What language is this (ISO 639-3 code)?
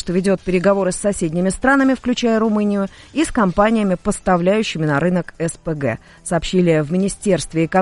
rus